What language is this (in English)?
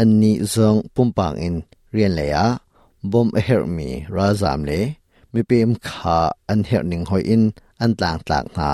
Hakha Chin